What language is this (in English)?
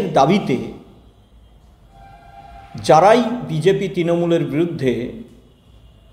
Bangla